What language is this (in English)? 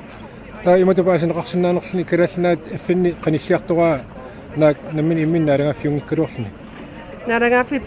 Kalaallisut